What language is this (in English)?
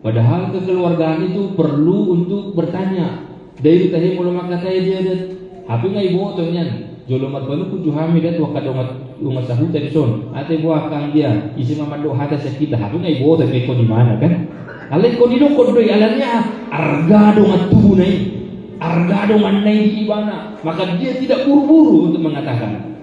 Batak Toba